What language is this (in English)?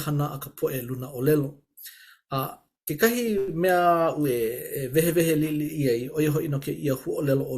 Hawaiian